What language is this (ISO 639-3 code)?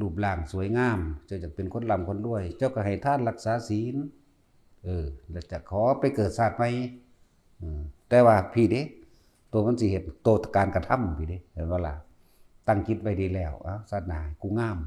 lao